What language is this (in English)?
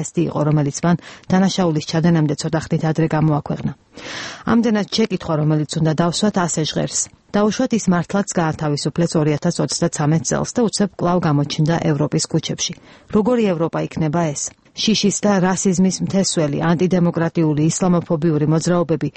Georgian